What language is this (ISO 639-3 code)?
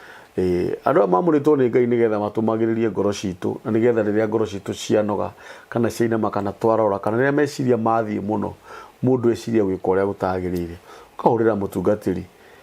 kik